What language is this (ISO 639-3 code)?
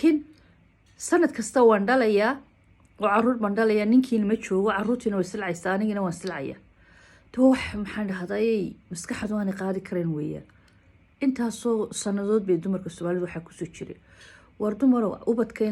som